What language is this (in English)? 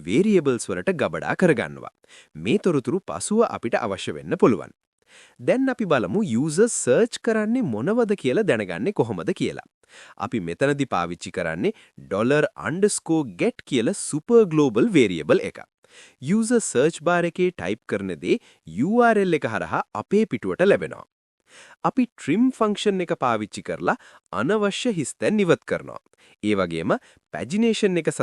Sinhala